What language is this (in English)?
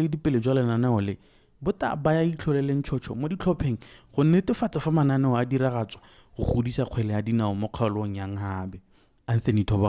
Tswana